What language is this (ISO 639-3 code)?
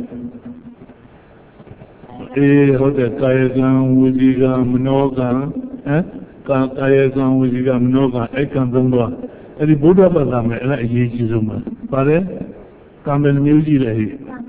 mya